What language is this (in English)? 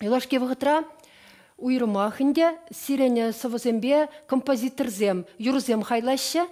Chuvash